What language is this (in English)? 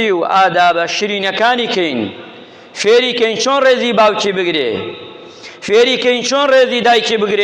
Central Kurdish